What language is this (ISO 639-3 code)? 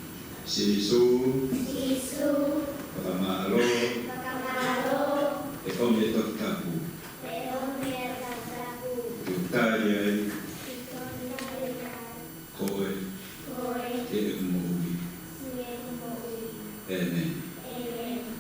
ton